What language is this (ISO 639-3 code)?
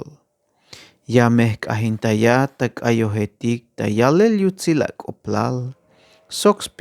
tzh